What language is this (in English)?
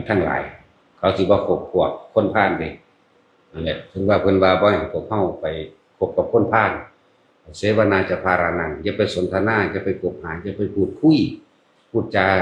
Northeastern Thai